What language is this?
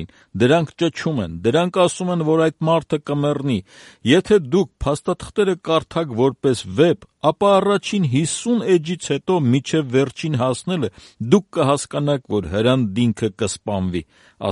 Armenian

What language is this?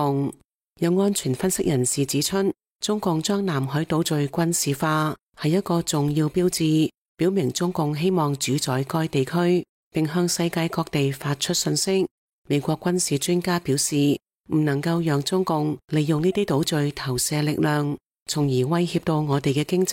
Cantonese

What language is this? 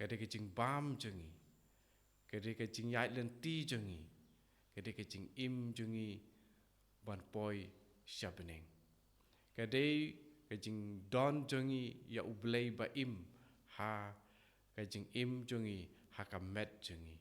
Khasi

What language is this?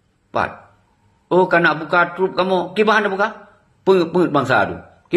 Achinese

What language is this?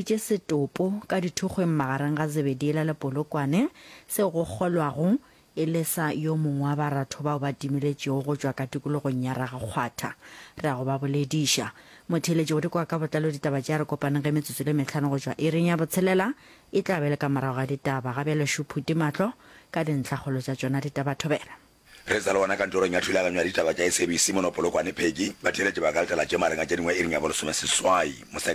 Northern Sotho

